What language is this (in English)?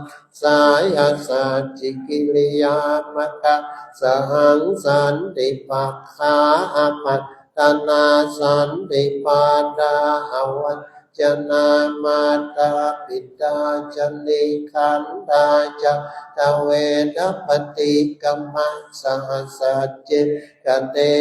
Pali